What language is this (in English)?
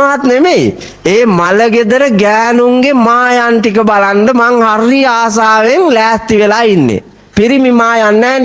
Sinhala